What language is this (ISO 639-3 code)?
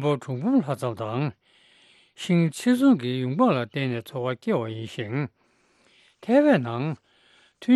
bod